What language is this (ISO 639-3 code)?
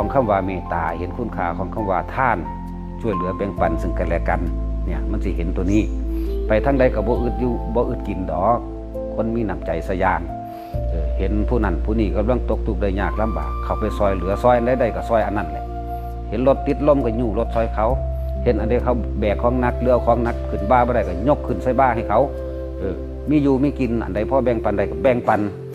tts